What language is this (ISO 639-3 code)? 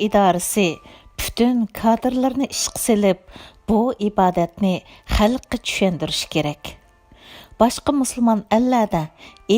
uig